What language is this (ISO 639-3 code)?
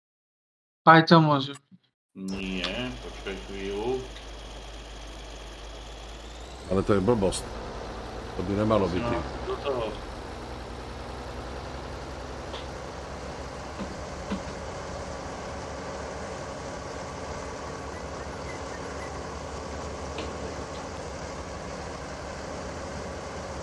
slk